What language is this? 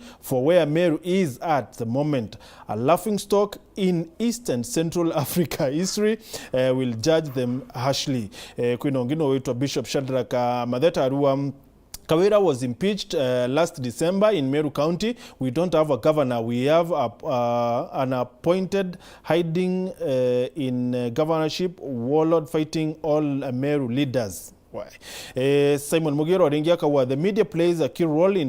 Meru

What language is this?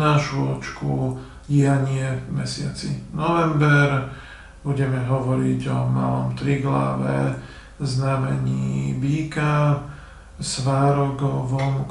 Slovak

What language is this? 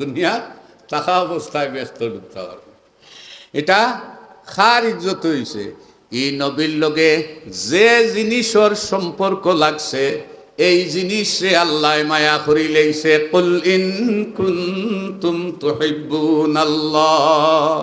Sylheti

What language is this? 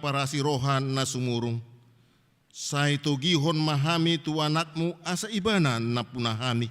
Batak Toba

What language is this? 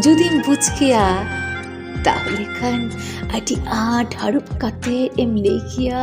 Santali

